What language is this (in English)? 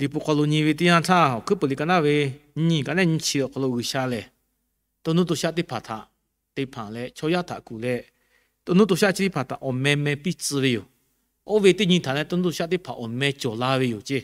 Lahu